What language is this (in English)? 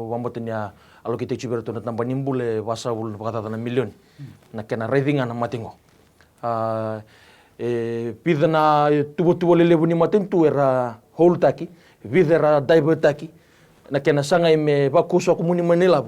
Fijian